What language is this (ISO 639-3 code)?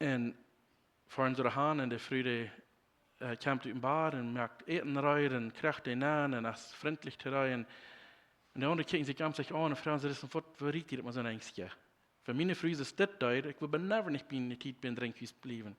pdt